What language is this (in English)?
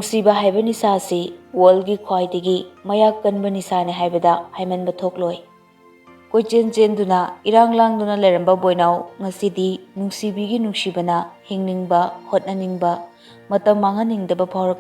Manipuri